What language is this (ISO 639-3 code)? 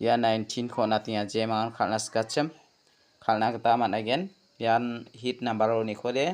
grt